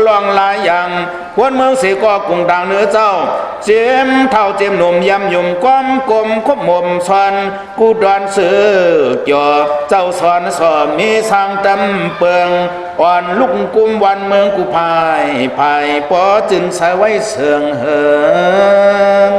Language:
Shan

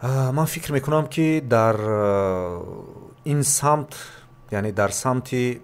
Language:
Tajik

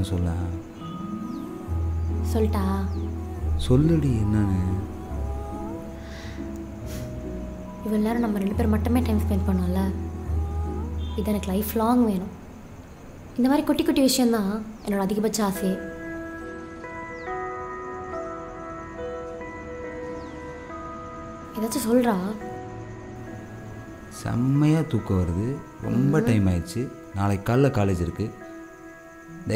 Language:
Tamil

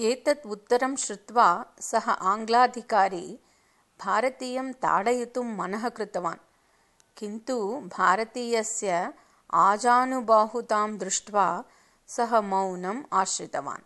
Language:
Sanskrit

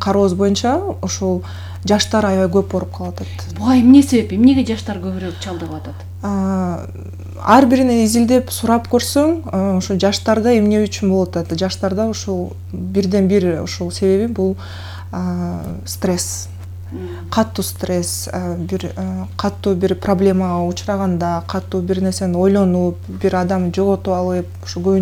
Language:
Kyrgyz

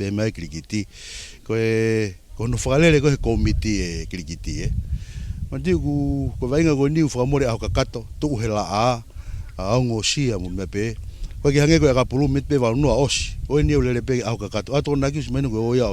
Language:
Tongan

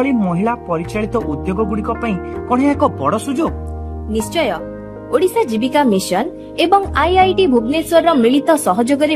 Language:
Odia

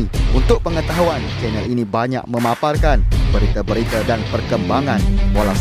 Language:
Malay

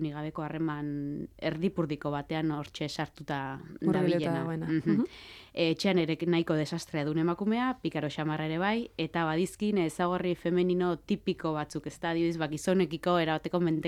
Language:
Basque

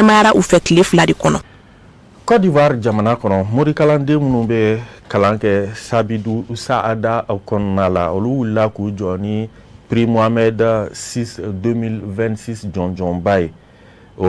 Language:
Bambara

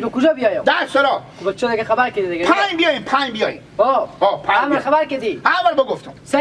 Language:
Persian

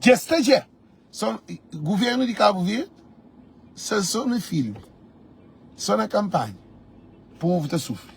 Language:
Kabuverdianu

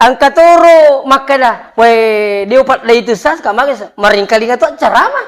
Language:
Buginese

